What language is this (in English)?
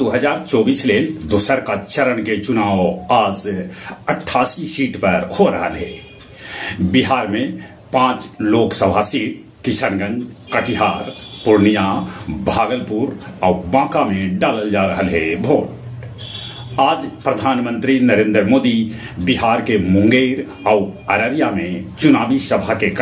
Magahi